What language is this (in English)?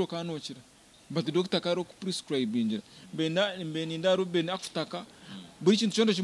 Nyankole